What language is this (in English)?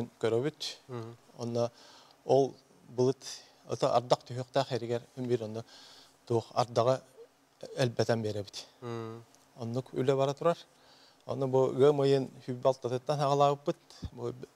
Yakut